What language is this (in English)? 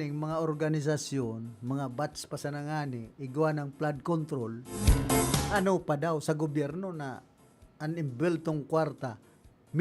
Bikol